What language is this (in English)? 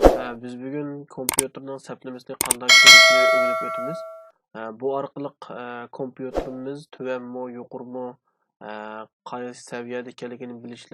Uyghur